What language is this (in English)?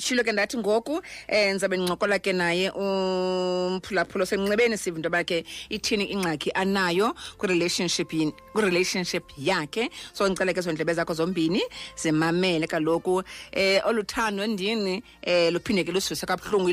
Xhosa